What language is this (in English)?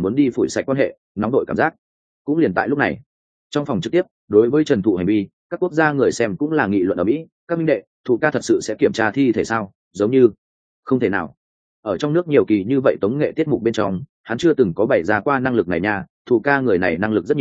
Vietnamese